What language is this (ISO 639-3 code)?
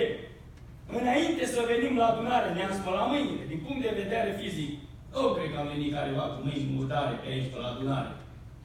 ron